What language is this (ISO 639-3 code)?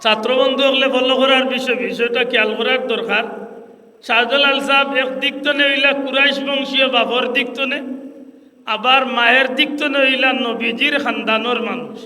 syl